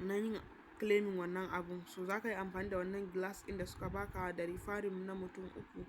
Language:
Hausa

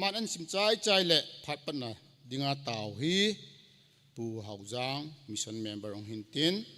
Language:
Thado Chin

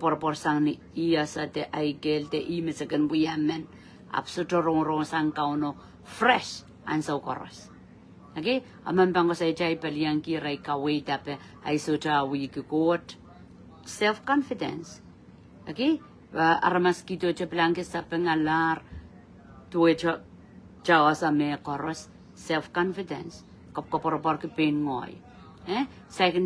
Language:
Pohnpeian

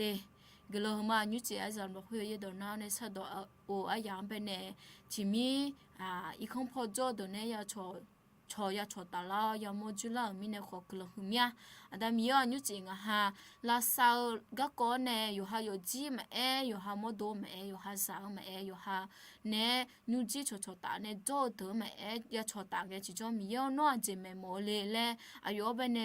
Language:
Akha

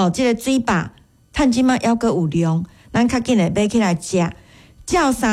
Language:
Min Nan Chinese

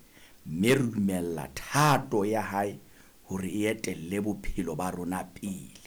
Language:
Southern Sotho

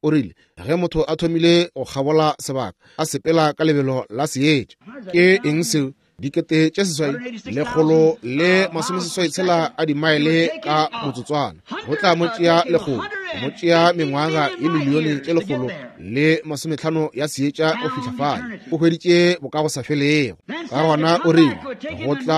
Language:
Northern Sotho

